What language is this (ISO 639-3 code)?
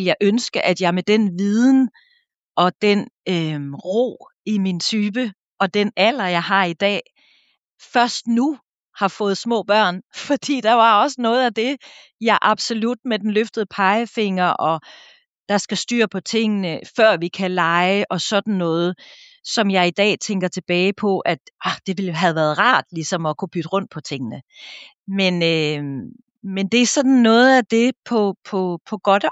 dan